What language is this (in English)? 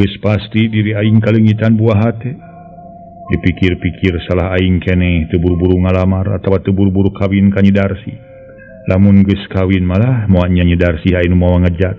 Sundanese